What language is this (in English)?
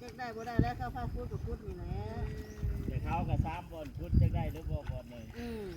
Northeastern Thai